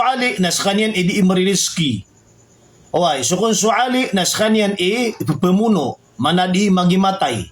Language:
Maranao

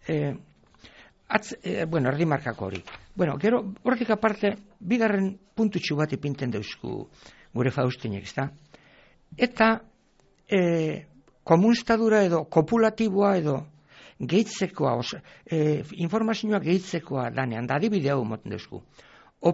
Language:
Basque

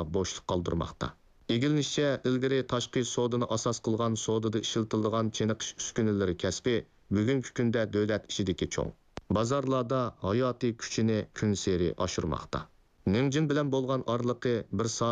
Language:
Uyghur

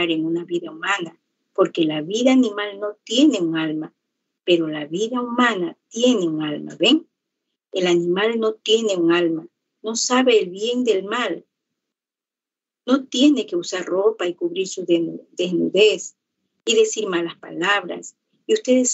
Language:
Spanish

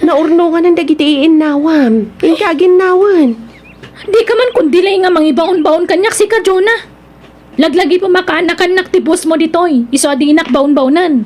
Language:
Iloko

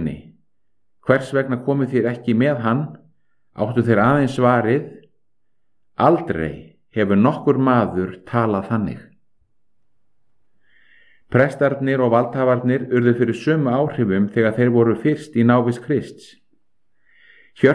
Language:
Icelandic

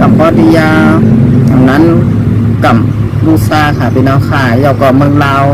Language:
Shan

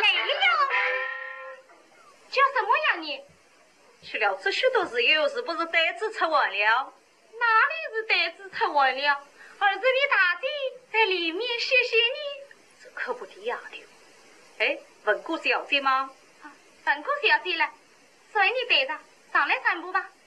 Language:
Wu Chinese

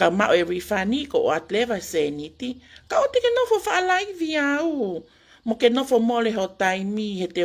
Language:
Tongan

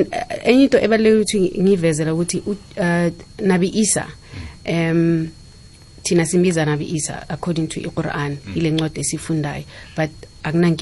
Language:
South Ndebele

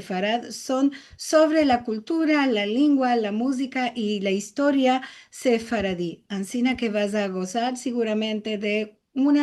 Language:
Ladino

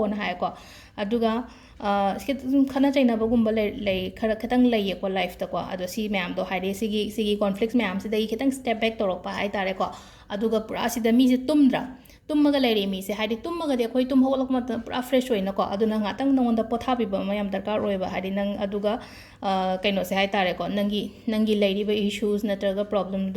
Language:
Manipuri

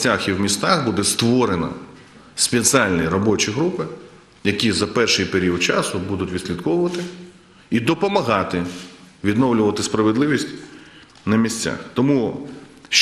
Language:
Ukrainian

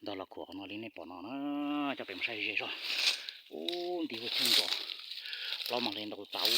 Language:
Hmong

